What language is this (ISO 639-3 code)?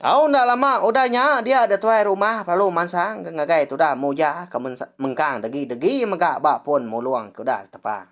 iba